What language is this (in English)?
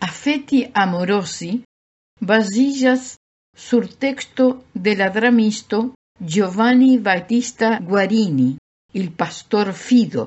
Esperanto